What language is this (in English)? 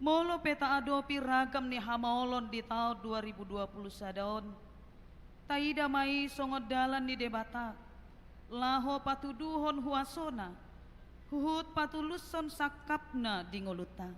Batak Toba